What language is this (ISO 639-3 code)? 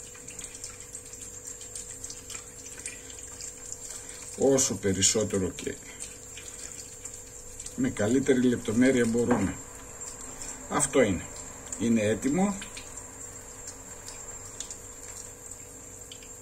ell